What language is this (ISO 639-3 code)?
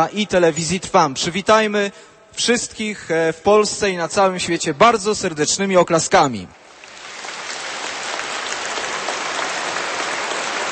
pol